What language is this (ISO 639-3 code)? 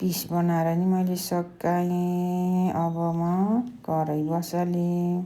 nep